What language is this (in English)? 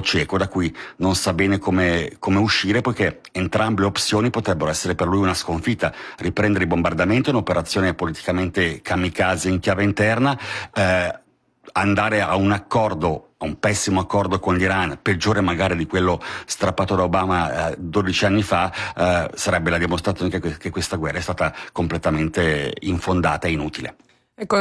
Italian